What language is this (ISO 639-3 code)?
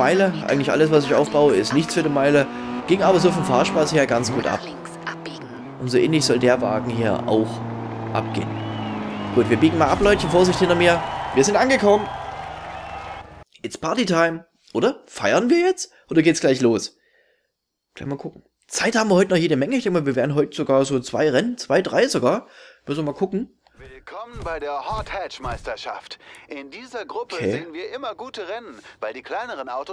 deu